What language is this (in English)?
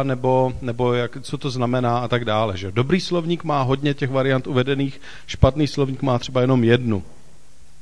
Czech